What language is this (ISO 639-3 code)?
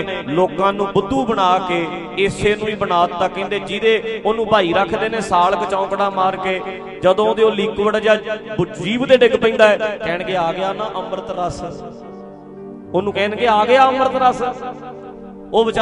pan